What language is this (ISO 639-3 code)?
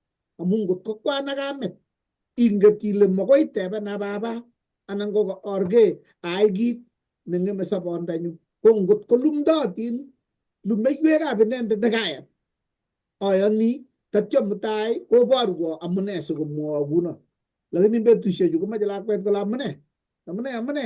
kln